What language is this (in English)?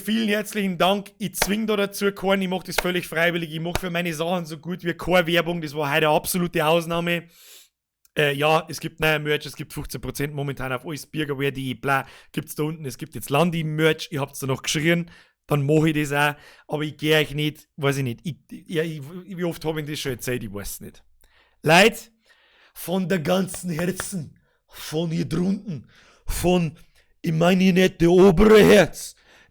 Bavarian